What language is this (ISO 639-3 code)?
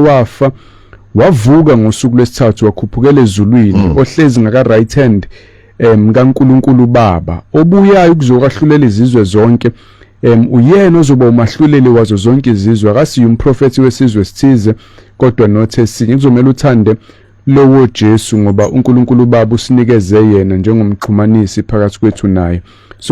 zul